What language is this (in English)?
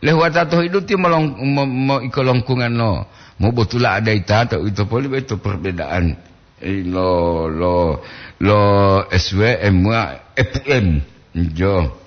Gorontalo